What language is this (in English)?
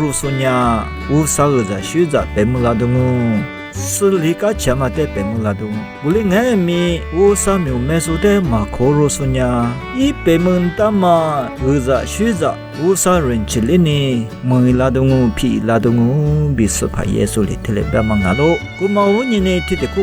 Lisu